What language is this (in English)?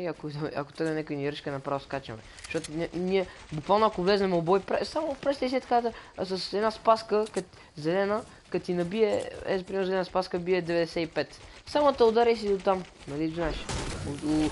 Bulgarian